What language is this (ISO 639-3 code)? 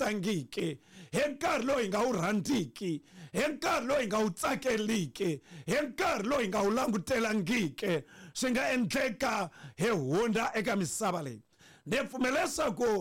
tso